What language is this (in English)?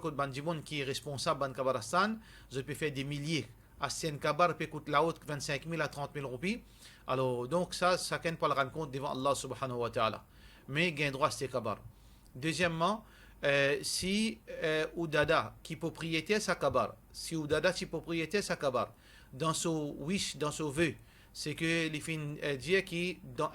Morisyen